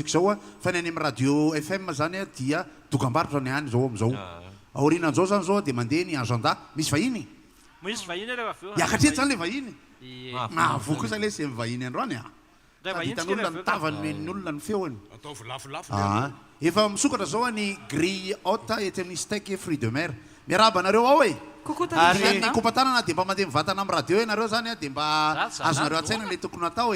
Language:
Malagasy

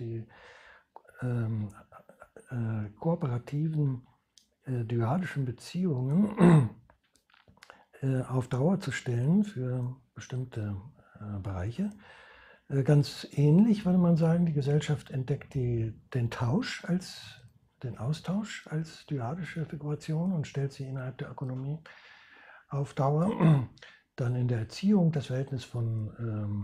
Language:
German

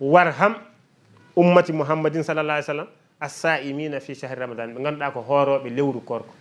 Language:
Fula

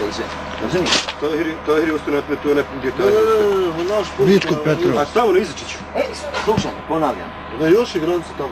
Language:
Bosnian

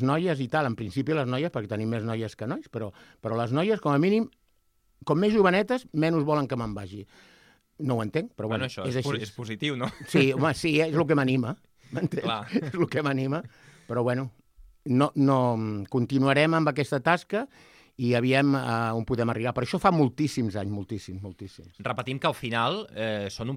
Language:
Catalan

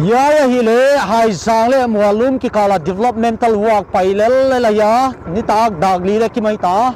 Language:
Paite Chin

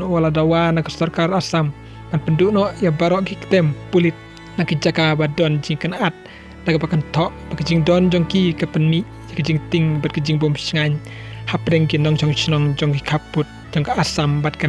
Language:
Khasi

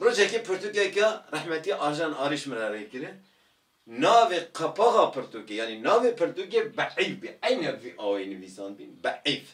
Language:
Kurdish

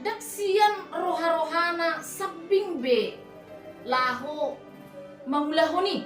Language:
Batak Toba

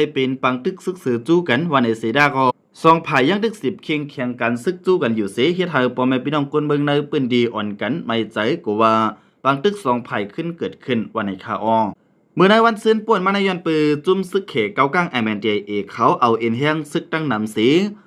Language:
Shan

